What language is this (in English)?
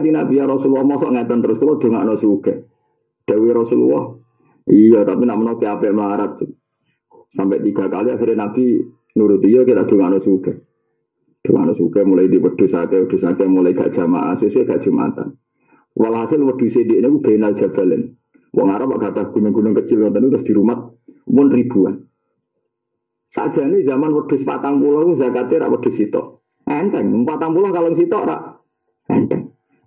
Javanese